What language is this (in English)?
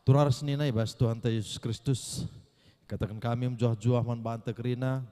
Batak Karo